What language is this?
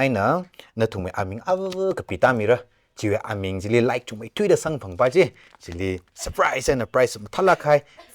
Tangkhul Naga (India)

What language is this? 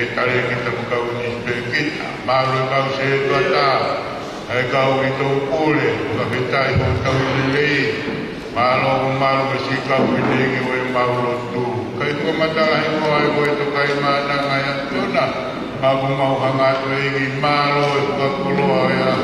Tongan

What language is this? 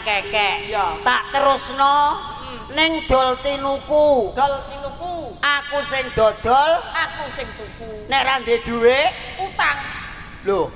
Javanese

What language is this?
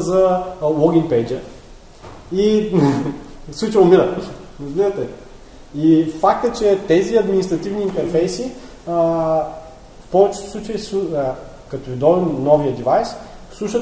Bulgarian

